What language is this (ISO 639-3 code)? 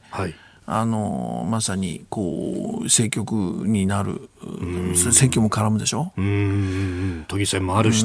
jpn